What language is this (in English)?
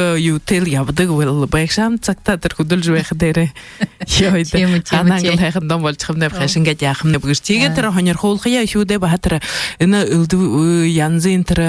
Buriat